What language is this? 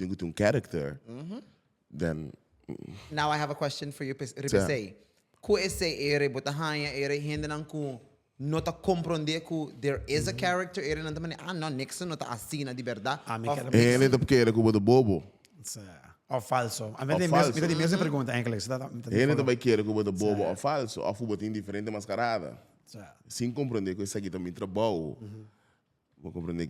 Papiamento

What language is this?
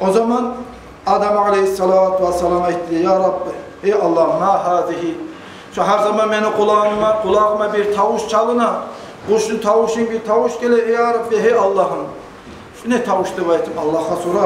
Kumyk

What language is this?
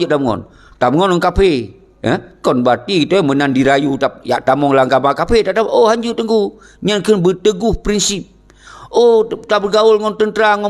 Achinese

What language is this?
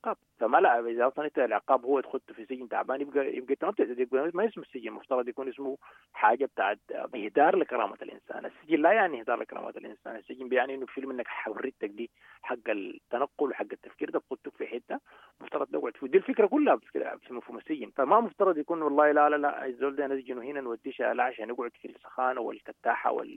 Sudanese Arabic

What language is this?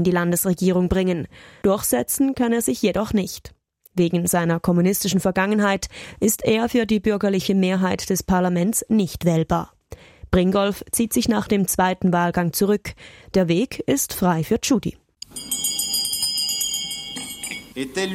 German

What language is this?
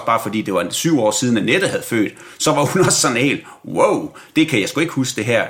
Danish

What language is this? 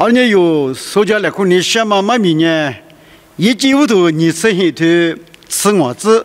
Lisu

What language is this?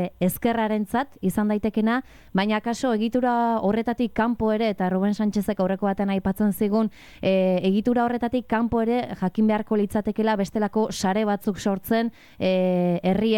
Basque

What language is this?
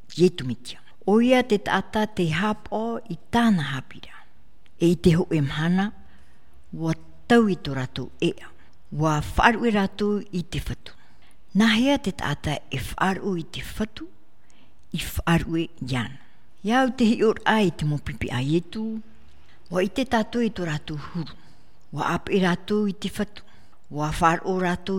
Tahitian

